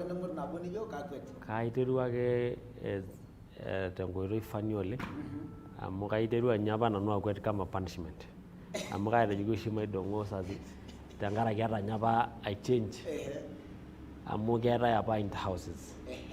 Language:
Masai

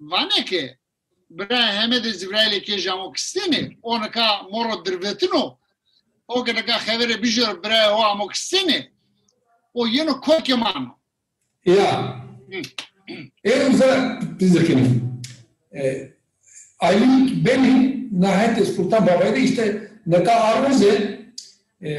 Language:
Zaza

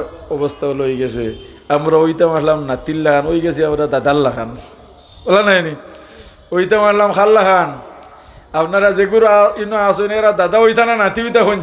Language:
Sylheti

